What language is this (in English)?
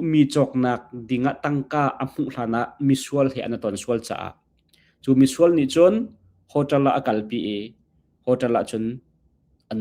Hakha Chin